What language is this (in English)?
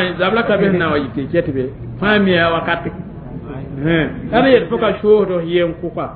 Mossi